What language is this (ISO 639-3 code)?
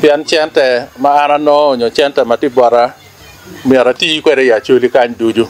ach